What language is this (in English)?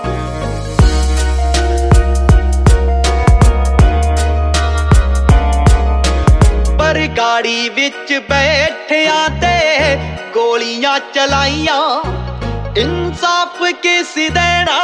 Punjabi